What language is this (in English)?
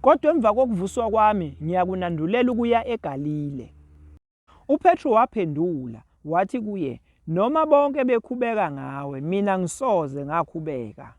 Zulu